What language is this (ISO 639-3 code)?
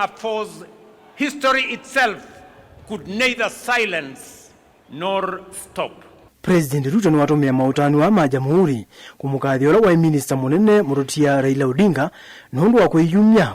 kam